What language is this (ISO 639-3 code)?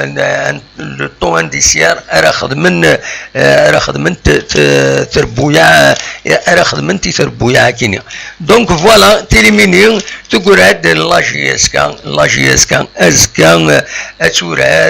kab